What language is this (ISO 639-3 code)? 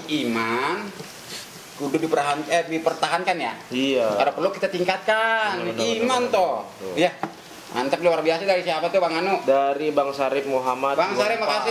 bew